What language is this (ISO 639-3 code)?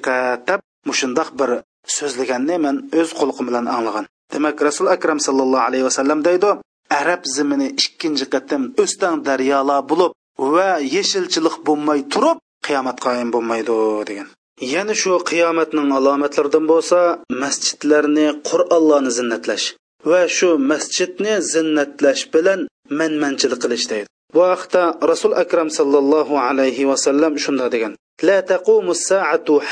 uig